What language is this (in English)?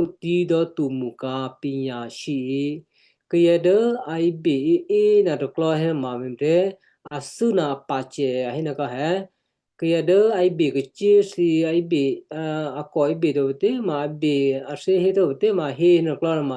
Western Kayah